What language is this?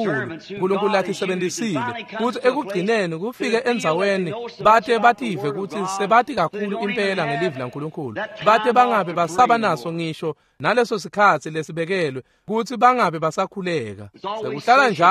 Swati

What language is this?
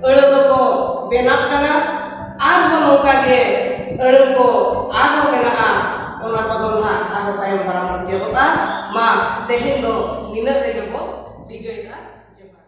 Santali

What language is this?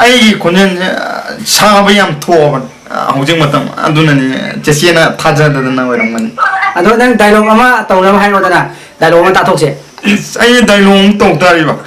Manipuri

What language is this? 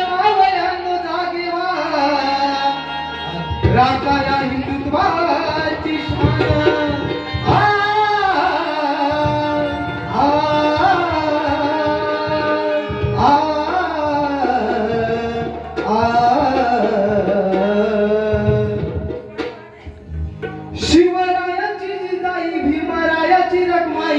Marathi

